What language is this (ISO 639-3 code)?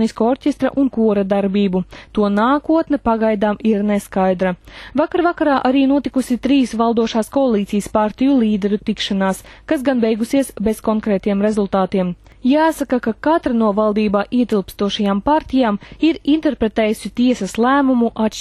lav